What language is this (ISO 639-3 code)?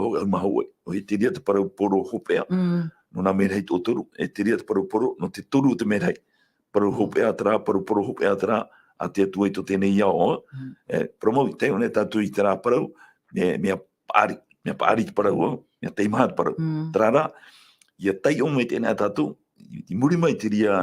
tah